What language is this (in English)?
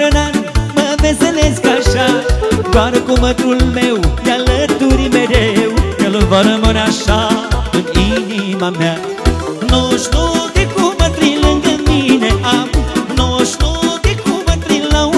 Romanian